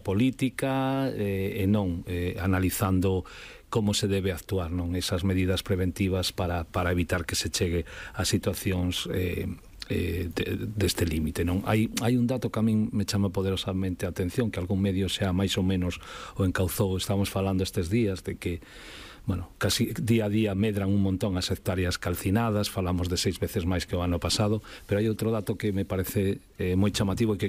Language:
Galician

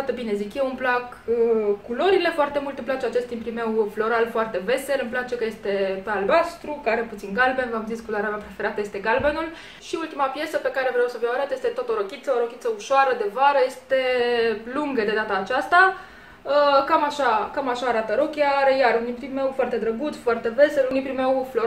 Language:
Romanian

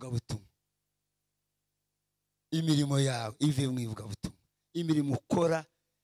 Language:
Kinyarwanda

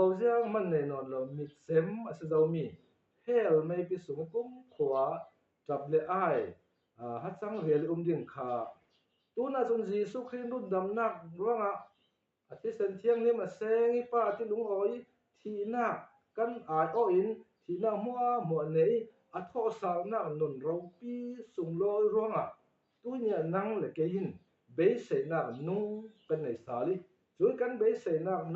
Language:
Falam Chin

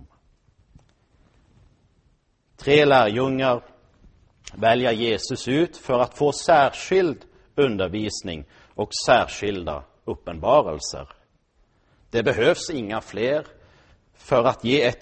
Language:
Swedish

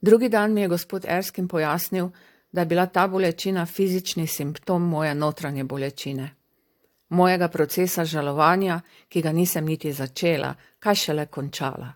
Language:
Slovenian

